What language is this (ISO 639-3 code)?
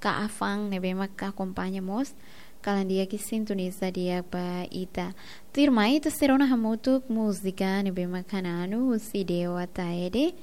tet